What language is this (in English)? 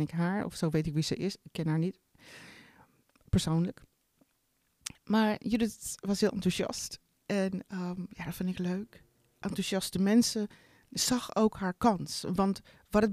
Dutch